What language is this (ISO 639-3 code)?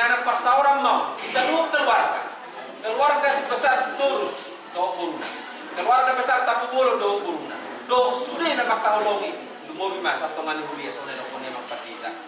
bbc